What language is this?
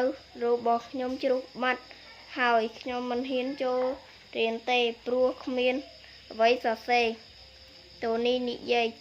Khmer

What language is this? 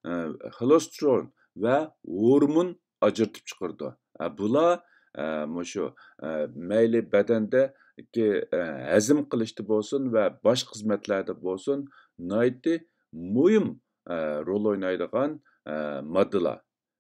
Uyghur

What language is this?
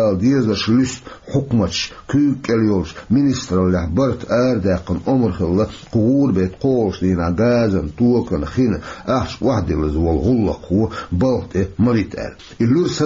Chechen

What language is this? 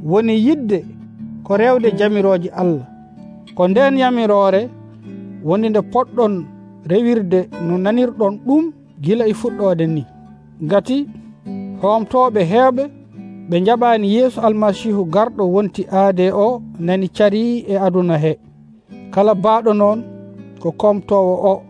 Nigerian Fulfulde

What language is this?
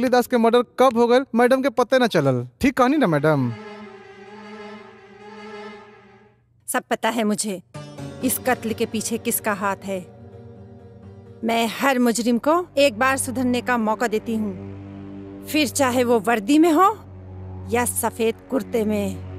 Bhojpuri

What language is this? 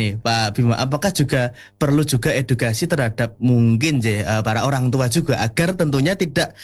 Indonesian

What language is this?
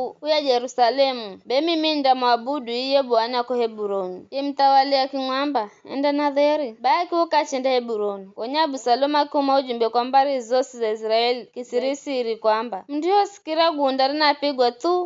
Giryama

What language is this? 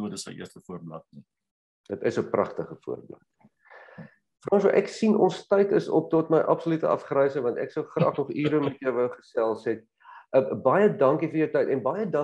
Afrikaans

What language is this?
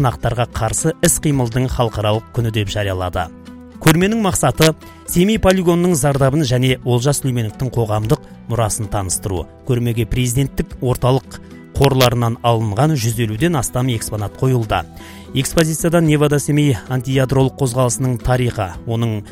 Kazakh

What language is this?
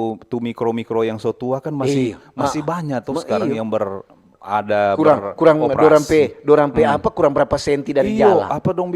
Manado Malay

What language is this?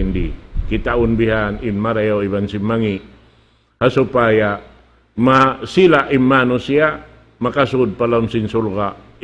Tausug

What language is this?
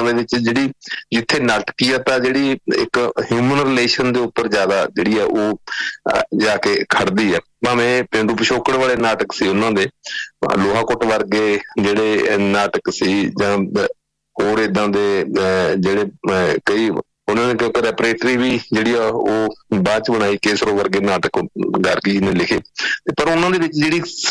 Punjabi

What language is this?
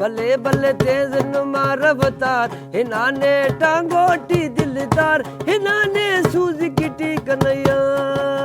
Brahui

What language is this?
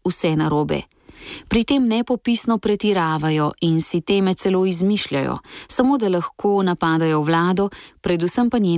Slovenian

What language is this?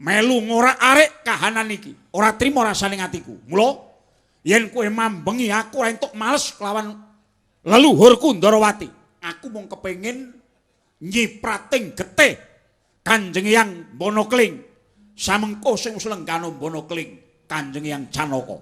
Javanese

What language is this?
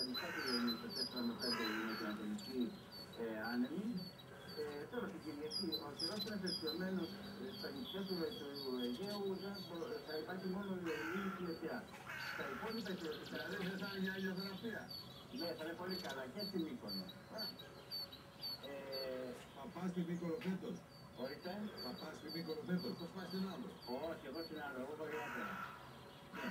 Greek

